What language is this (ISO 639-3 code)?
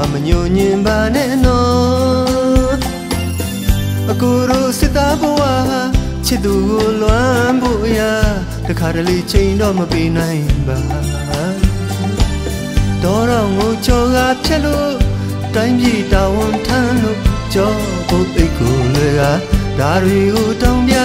mya